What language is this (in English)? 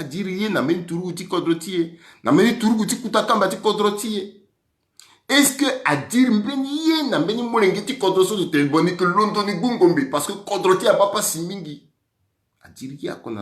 Sango